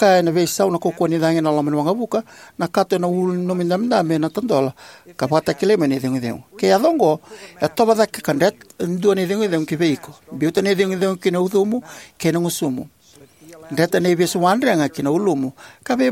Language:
Fijian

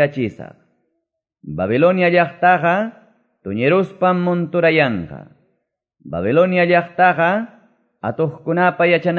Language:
Quechua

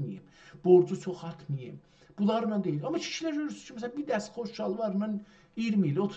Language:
South Azerbaijani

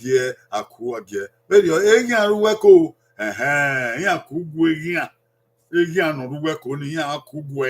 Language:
Bini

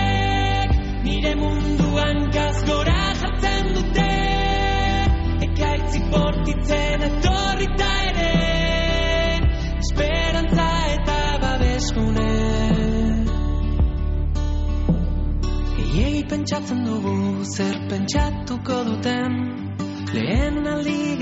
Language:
Basque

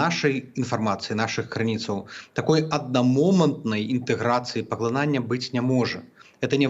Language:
Belarusian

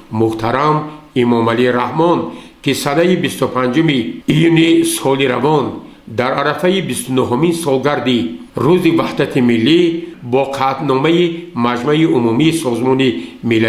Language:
Tajik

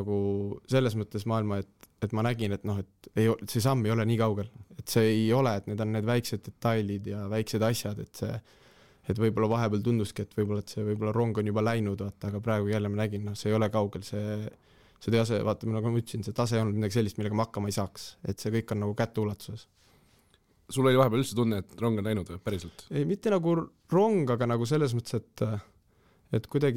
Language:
Estonian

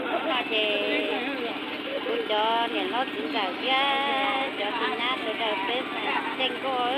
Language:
Hmong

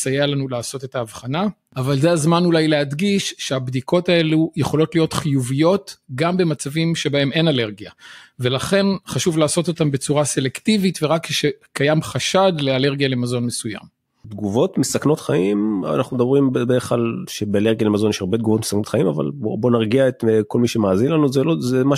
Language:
Hebrew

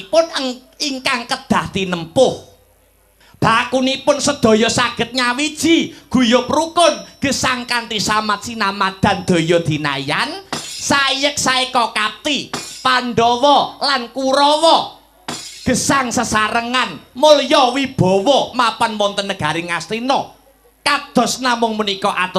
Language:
Javanese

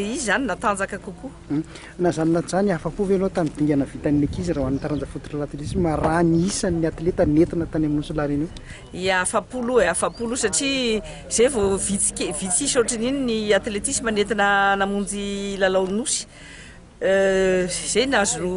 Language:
Malagasy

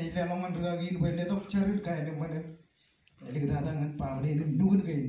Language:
Marshallese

